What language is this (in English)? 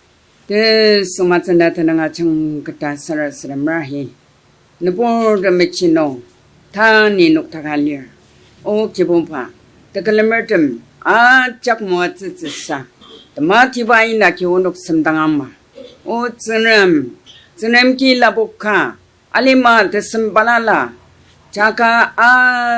Ao Naga